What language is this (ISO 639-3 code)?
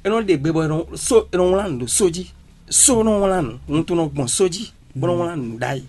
fon